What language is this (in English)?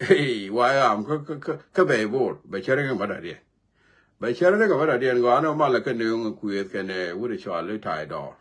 Nuer